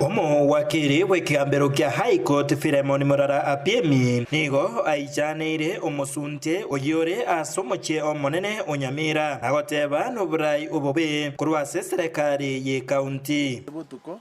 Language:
Gusii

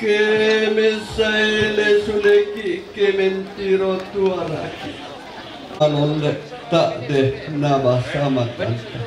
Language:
Toraja-Sa'dan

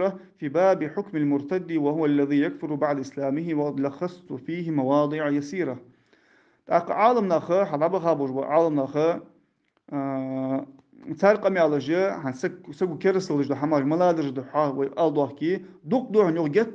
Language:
Ingush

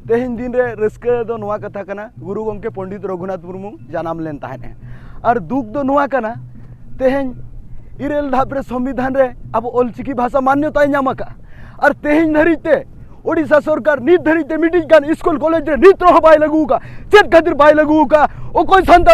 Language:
Santali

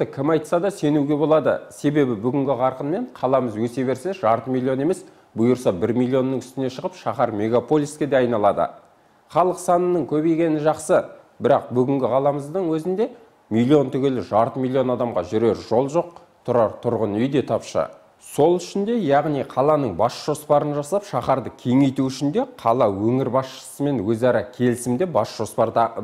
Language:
Kazakh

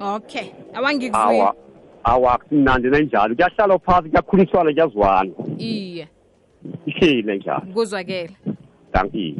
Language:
South Ndebele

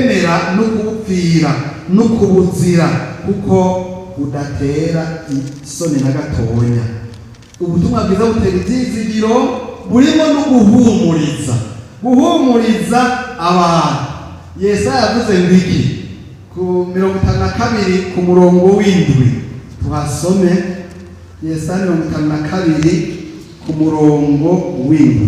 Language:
Rundi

